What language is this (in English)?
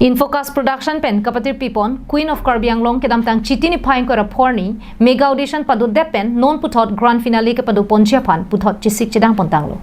Karbi